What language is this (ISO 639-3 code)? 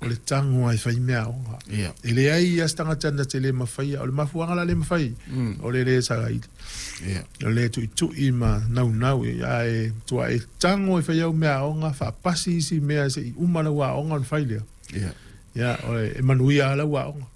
smo